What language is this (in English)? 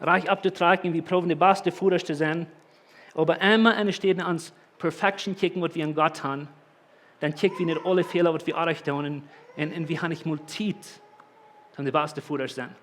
Plautdietsch